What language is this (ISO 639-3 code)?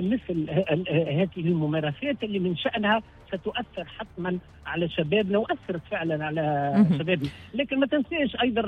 aeb